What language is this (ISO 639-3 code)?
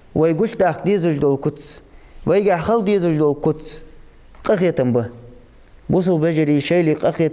inh